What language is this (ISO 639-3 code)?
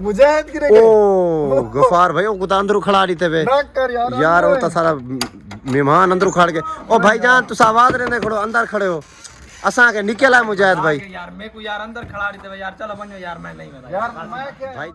skr